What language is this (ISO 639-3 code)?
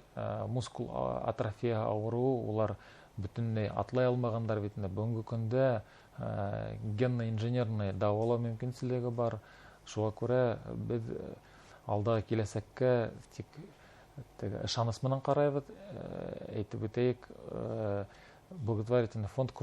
bak